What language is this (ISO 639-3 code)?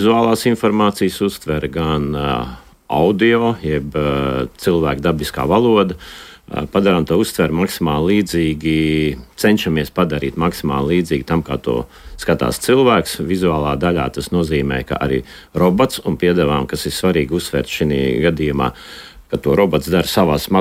lav